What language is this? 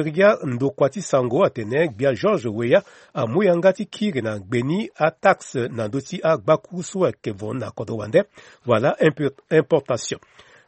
Sango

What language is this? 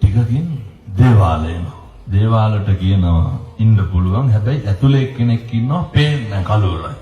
Sinhala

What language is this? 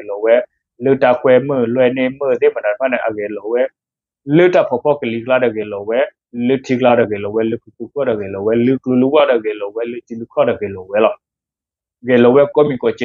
S'gaw Karen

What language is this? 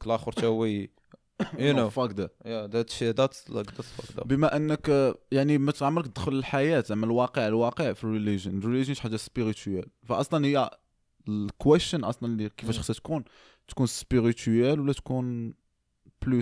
Moroccan Arabic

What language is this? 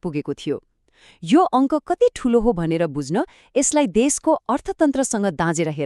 Nepali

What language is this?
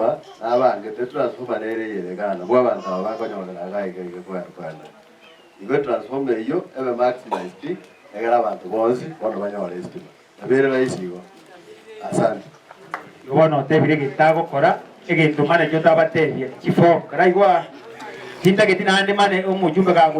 Gusii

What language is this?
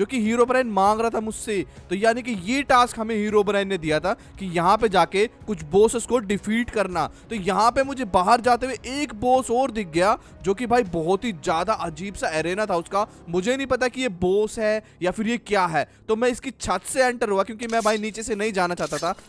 Hindi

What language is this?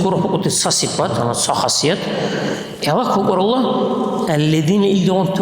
Dargwa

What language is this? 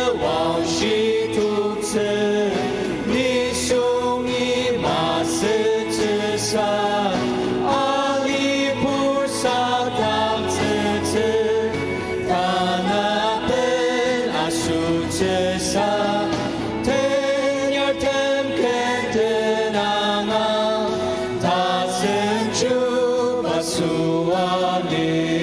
Ao Naga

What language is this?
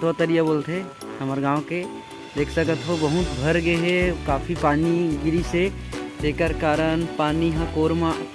Chhattisgarhi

